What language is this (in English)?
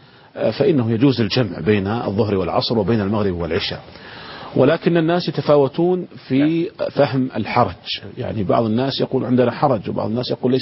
Arabic